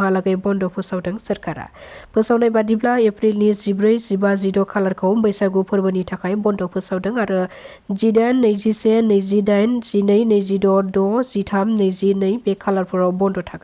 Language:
Bodo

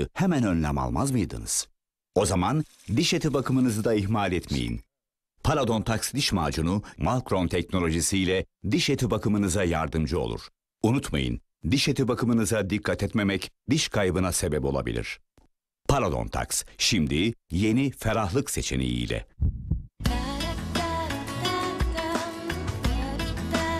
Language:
Turkish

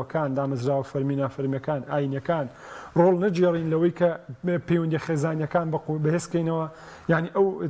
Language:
Central Kurdish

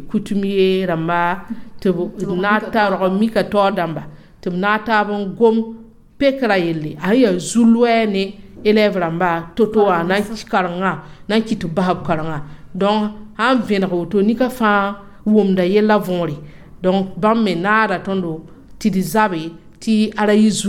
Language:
Mossi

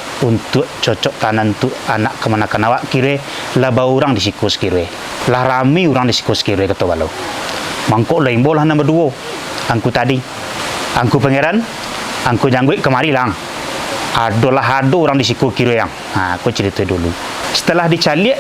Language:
Minangkabau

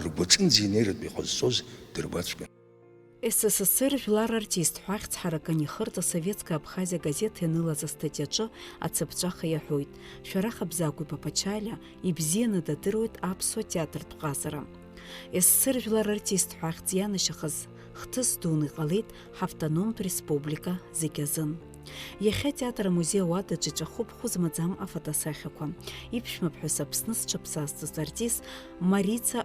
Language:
Abkhazian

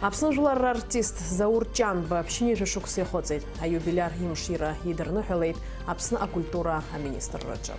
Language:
Abkhazian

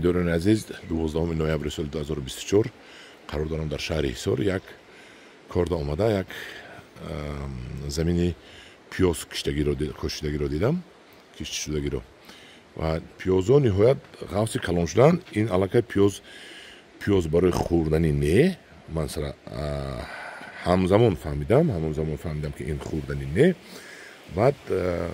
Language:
Tajik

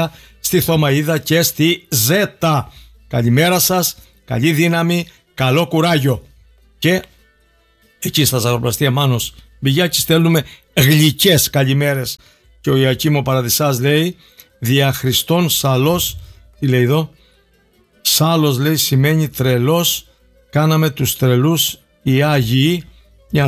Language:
Greek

